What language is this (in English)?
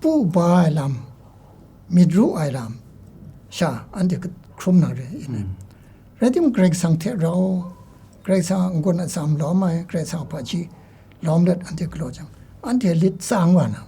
Kachin